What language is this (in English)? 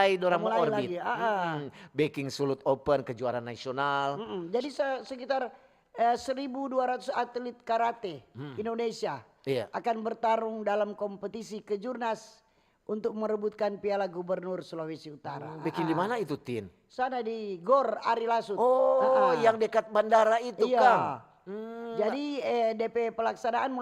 Manado Malay